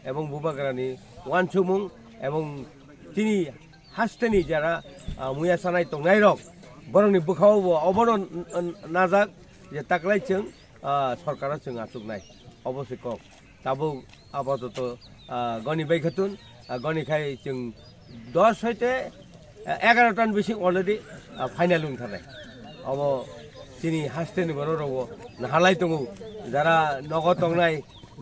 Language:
Kok Borok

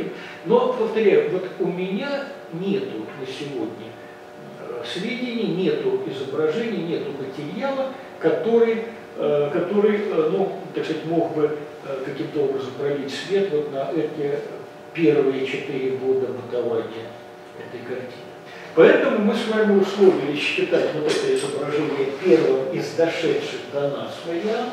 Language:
Russian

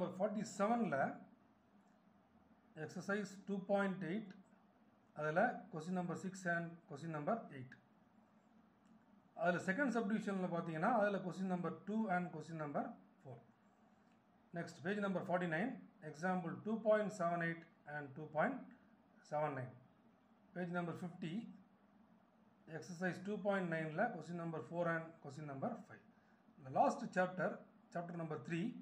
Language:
Tamil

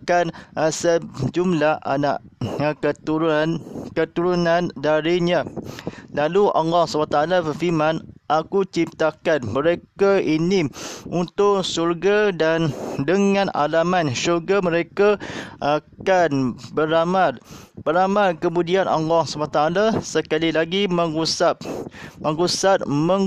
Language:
Malay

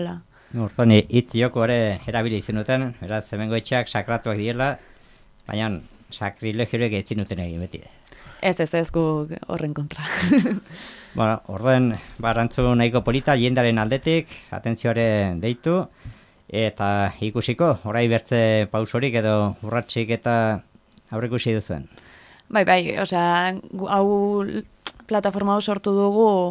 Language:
Basque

